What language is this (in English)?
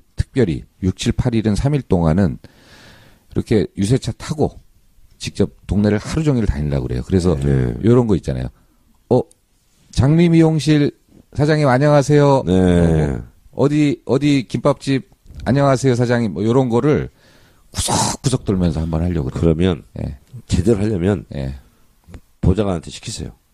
Korean